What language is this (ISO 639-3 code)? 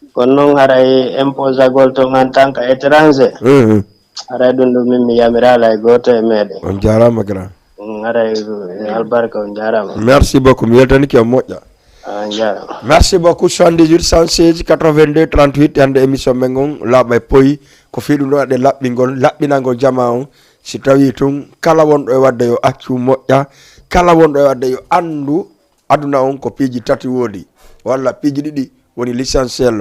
ful